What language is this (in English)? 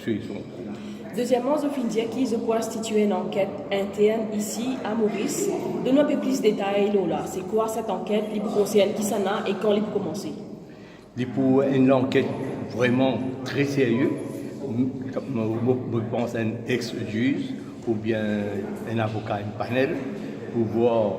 Morisyen